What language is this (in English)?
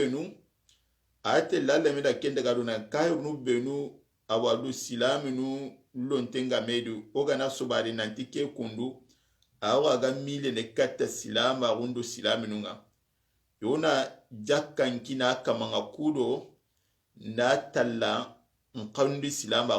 Soninke